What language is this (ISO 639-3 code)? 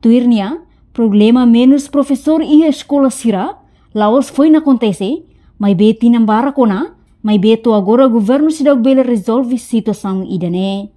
tet